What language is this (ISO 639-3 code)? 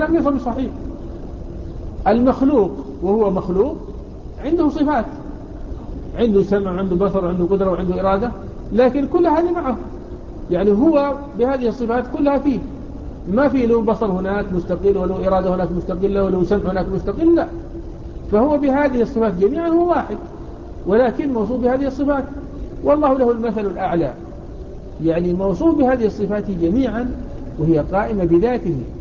ara